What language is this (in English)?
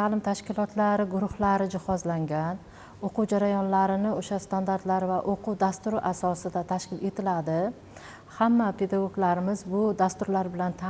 Uzbek